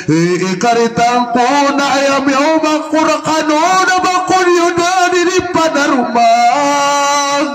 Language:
Maranao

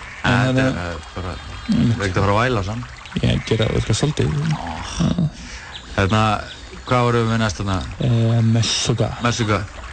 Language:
Icelandic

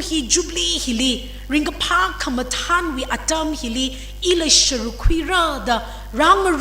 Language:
Tangkhul Naga (India)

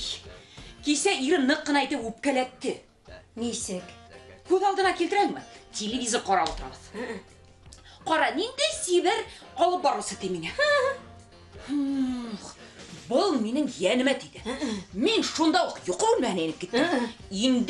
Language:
Bashkir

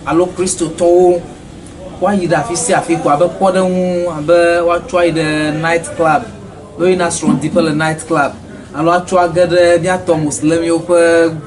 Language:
Ewe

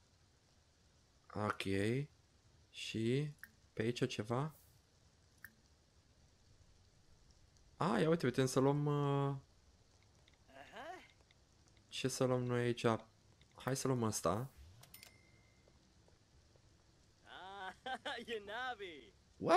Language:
Romanian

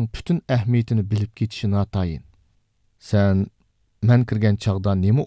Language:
Uyghur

